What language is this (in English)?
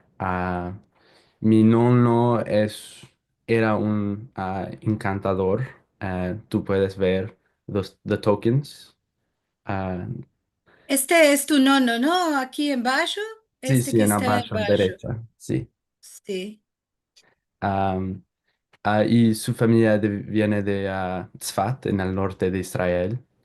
Ladino